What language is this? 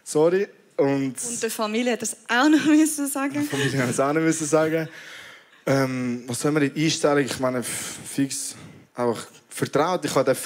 Swiss German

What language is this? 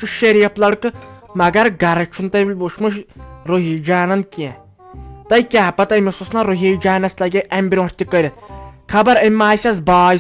Kashmiri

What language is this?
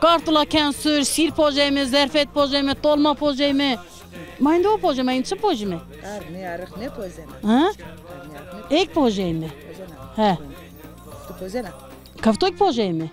Zaza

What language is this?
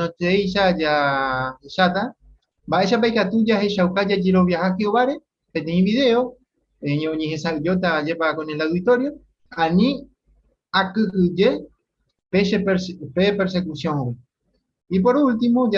Guarani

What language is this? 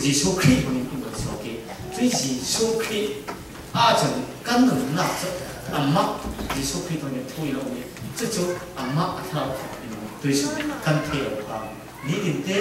Falam Chin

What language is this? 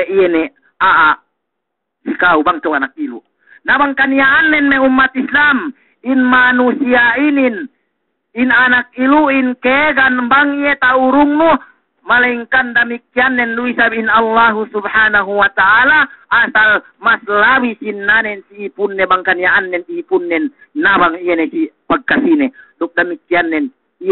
Yakan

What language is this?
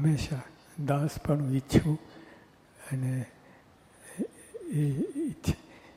Gujarati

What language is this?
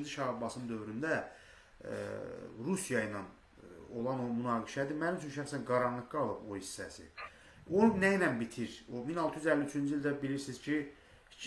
Azerbaijani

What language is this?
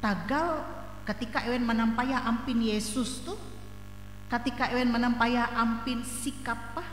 Ngaju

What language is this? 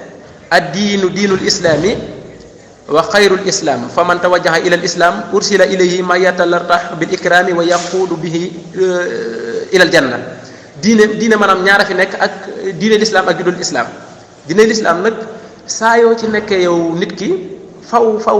Wolof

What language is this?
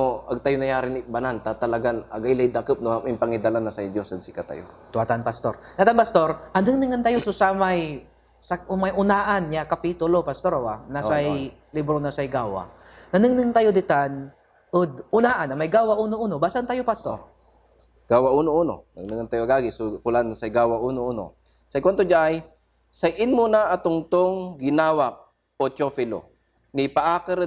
Pangasinan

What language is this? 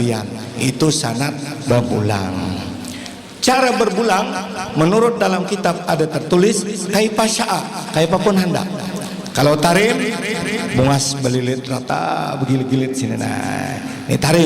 Banjar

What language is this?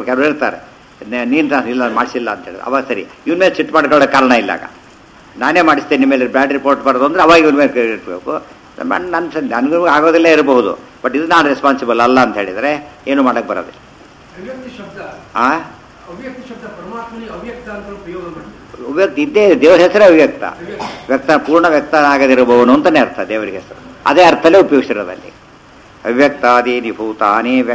Kannada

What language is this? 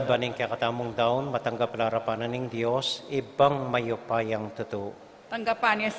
Pampanga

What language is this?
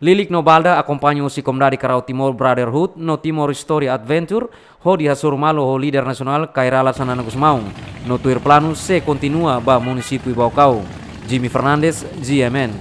Tetum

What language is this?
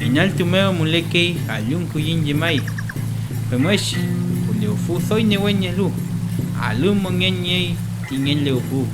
Mapuche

